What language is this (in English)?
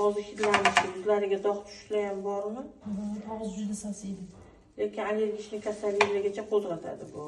Uzbek